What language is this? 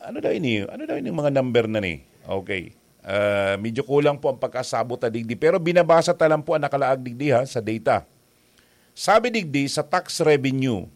Bikol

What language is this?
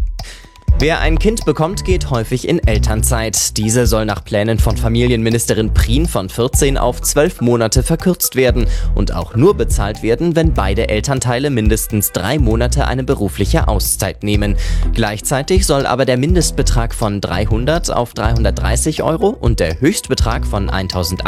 German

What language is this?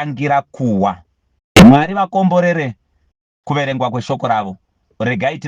Shona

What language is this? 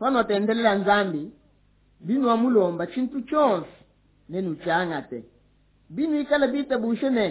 Luba-Lulua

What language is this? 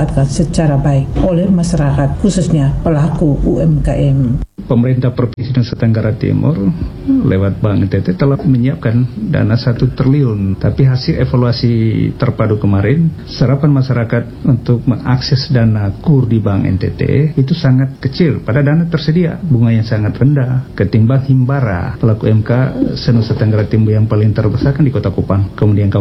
Indonesian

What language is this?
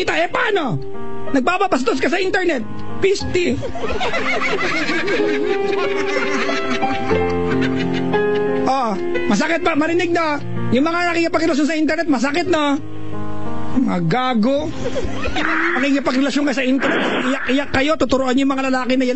Filipino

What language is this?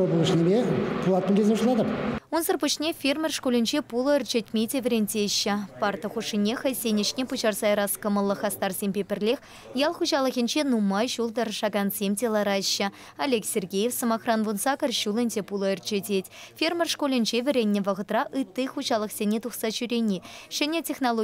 Chuvash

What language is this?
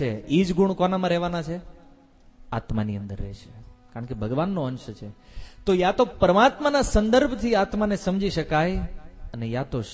Gujarati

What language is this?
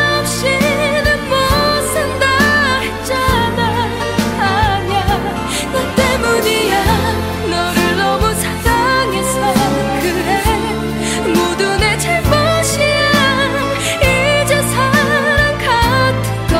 Korean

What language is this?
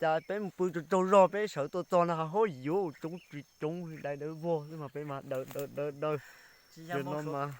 Hmong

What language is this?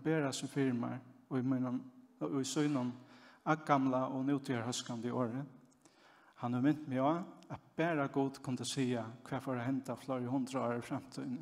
Faroese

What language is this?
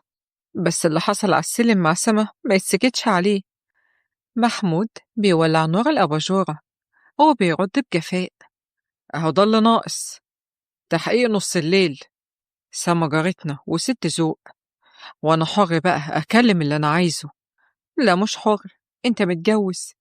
Egyptian Arabic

